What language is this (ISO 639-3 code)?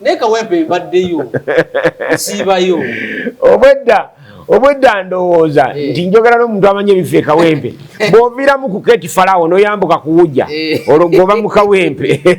lug